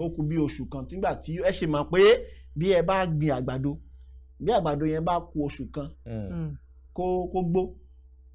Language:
Yoruba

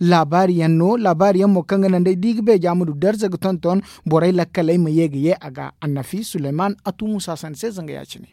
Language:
Zarma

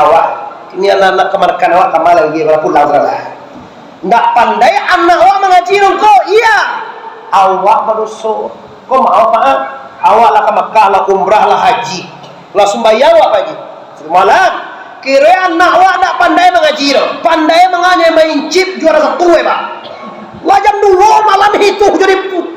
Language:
Minangkabau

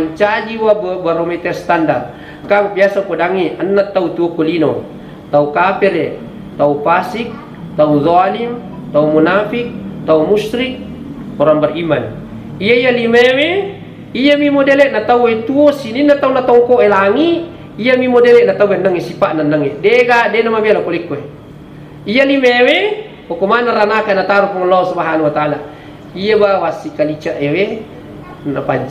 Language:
Buginese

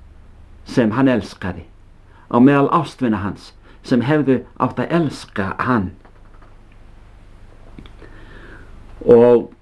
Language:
Icelandic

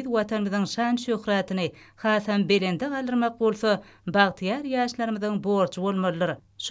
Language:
Turkmen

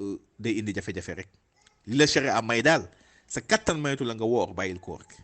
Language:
Wolof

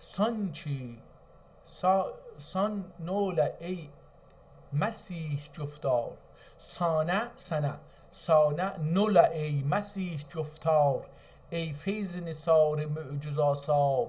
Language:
South Azerbaijani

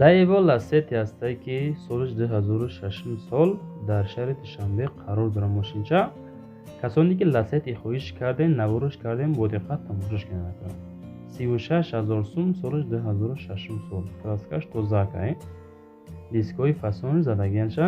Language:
Tajik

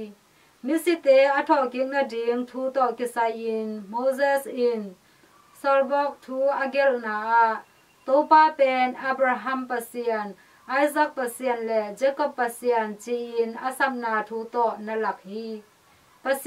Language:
Tedim Chin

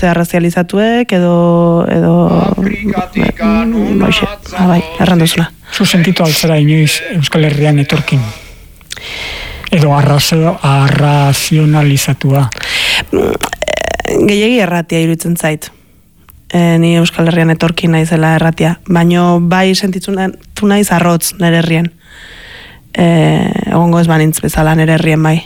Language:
Basque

